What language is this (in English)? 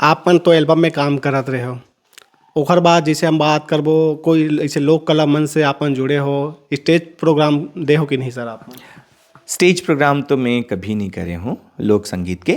Chhattisgarhi